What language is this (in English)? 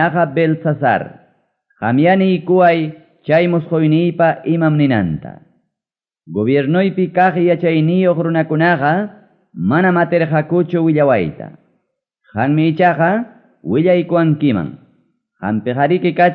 Ayacucho Quechua